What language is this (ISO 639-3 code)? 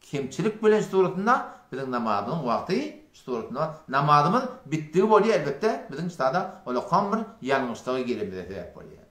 tuk